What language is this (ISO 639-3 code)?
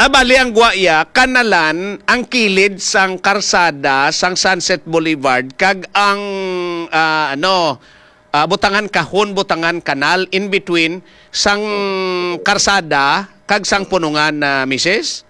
hil